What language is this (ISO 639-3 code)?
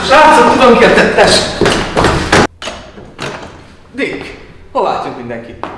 hun